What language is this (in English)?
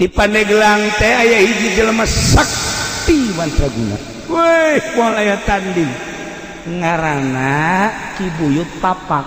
Sundanese